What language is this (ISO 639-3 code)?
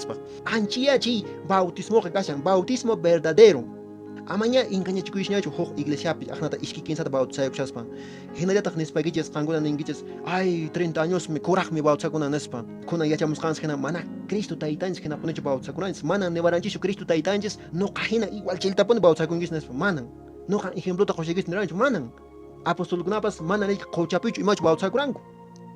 que